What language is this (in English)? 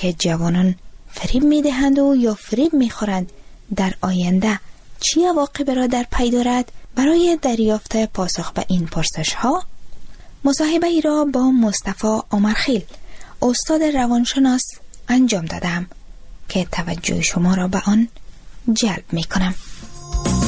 Persian